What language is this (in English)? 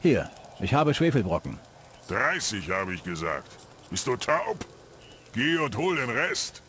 Bavarian